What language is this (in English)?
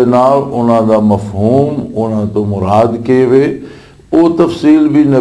Western Panjabi